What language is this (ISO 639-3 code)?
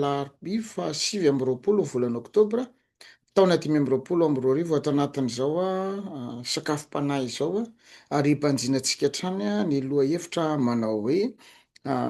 mlg